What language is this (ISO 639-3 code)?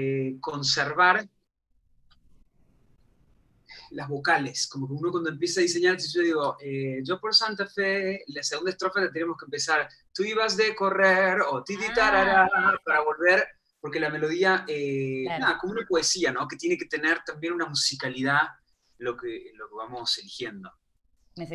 spa